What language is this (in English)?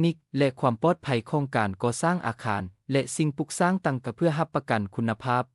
Lao